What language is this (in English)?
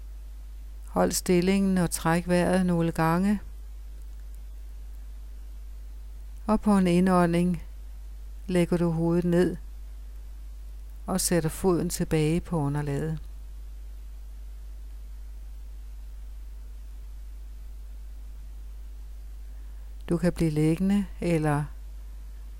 Danish